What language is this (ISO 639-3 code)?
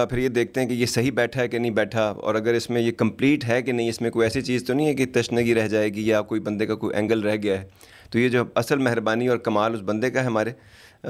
urd